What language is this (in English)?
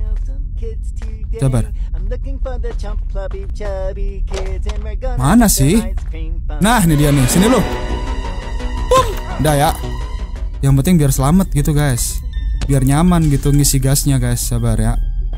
Indonesian